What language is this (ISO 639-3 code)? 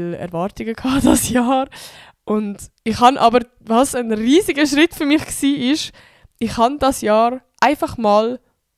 gsw